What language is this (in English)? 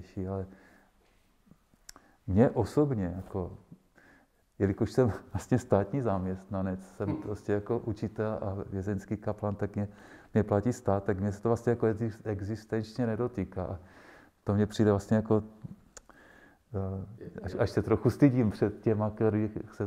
Czech